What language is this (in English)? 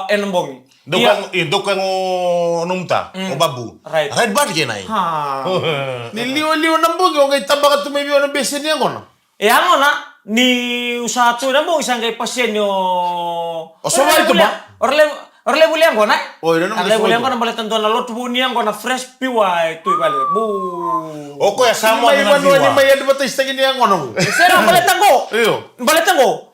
Fijian